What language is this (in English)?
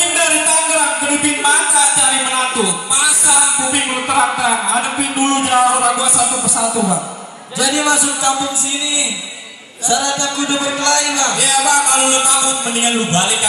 Betawi